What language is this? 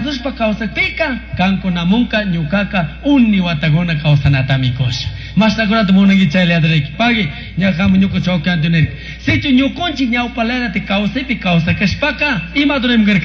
Chimborazo Highland Quichua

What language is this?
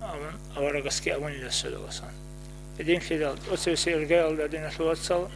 Avaric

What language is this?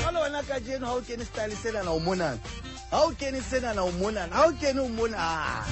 Southern Sotho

